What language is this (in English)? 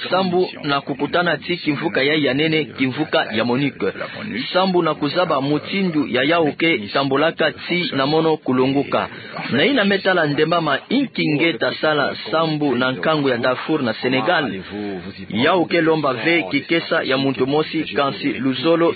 Kituba (Democratic Republic of Congo)